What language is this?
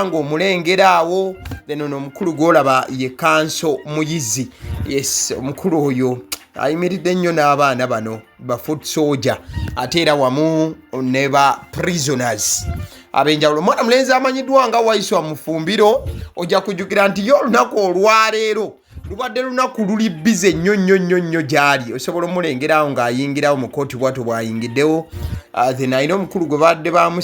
Ganda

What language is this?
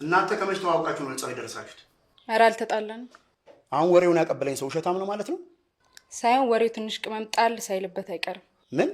Amharic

